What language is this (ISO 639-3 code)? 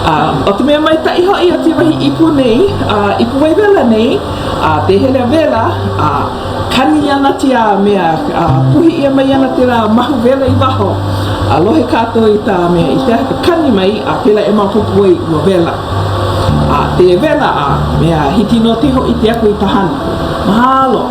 haw